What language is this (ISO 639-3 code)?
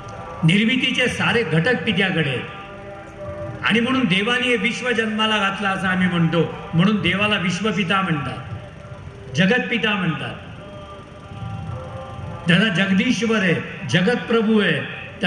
mar